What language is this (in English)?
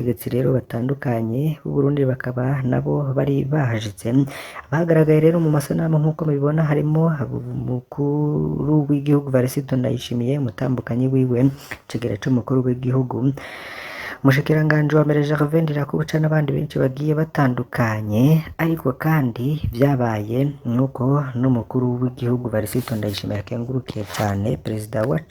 Rundi